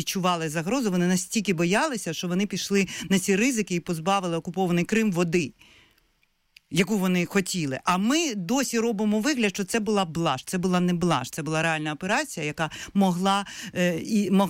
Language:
Ukrainian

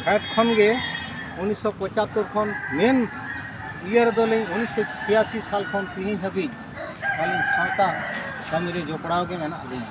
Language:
Santali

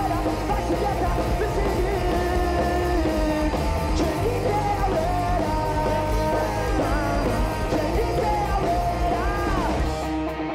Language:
Basque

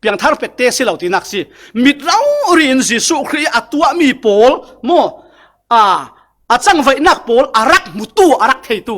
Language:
Falam Chin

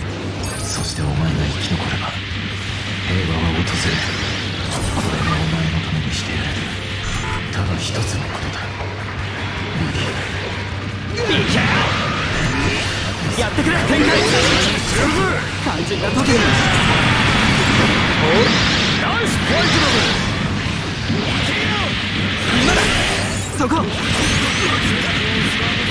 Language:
Japanese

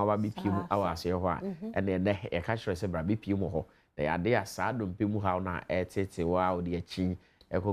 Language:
Akan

